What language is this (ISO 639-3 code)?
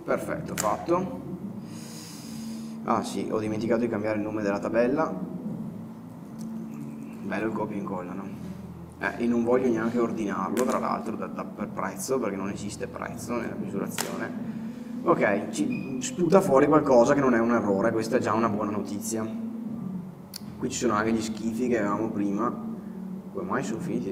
ita